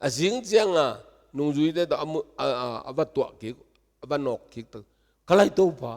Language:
Tedim Chin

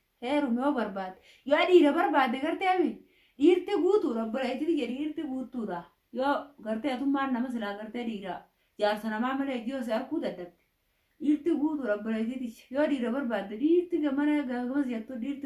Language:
Oromo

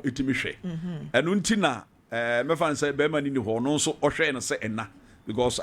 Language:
Akan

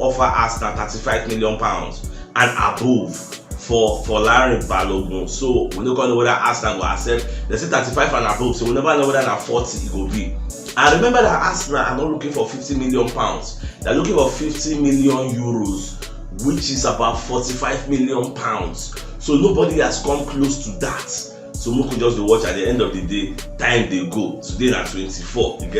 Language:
Nigerian Pidgin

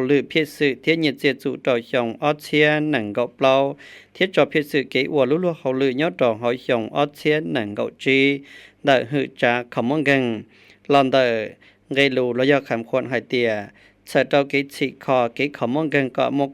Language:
Hmong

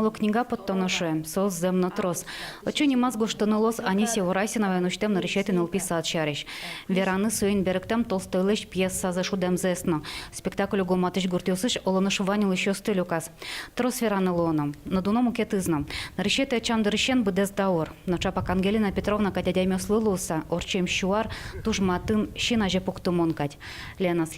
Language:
Udmurt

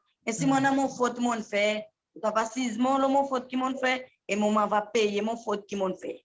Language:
Seselwa Creole French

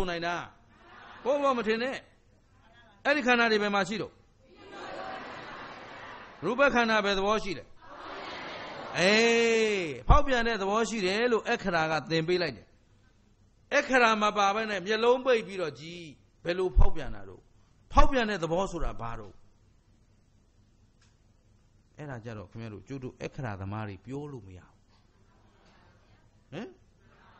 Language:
Burmese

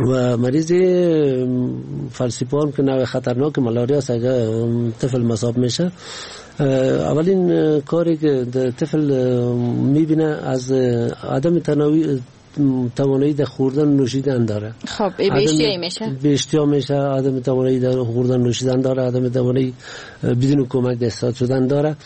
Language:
Persian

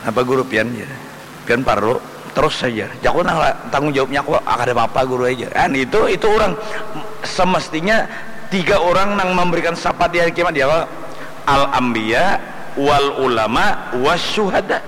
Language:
Banjar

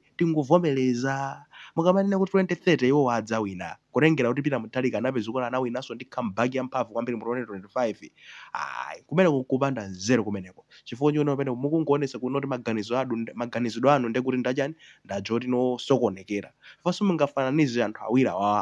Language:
Nyanja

